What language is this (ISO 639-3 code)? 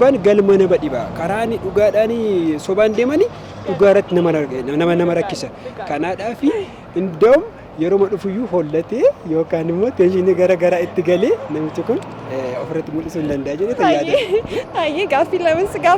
orm